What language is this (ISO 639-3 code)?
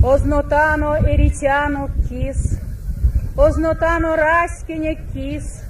myv